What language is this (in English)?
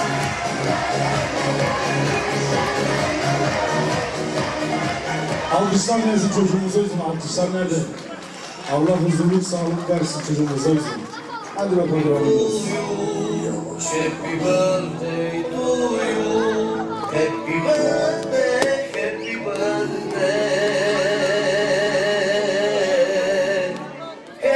Turkish